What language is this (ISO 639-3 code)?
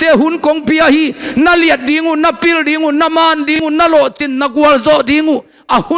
ctd